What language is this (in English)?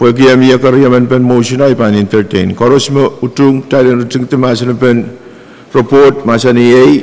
Pohnpeian